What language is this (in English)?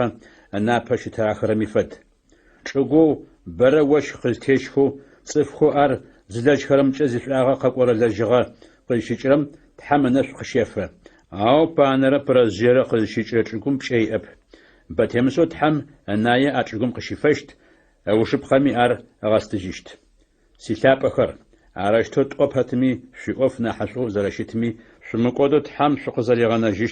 Adyghe